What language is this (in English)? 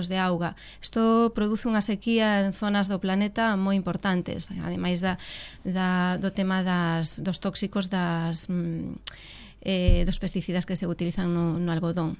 Galician